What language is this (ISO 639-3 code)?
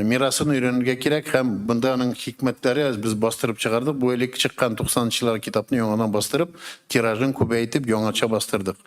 tat